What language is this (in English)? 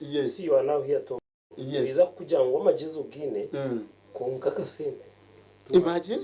Nyankole